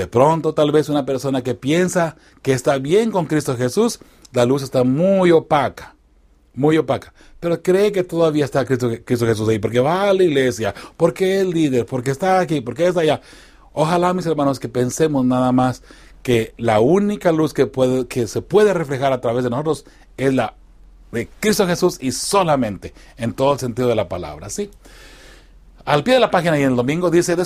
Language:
Spanish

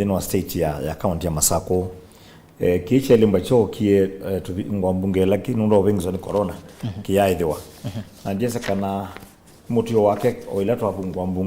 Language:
Kamba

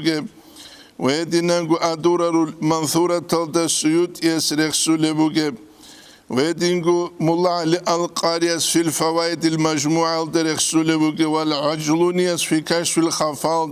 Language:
Avaric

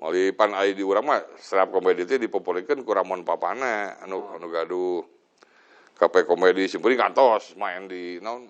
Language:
Sundanese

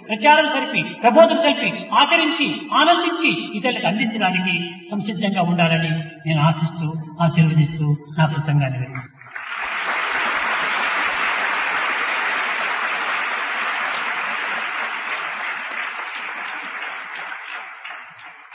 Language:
Telugu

